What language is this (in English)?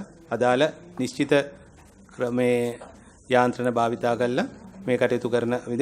Sinhala